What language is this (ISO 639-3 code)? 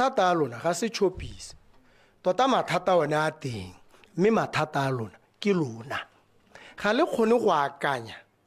tsn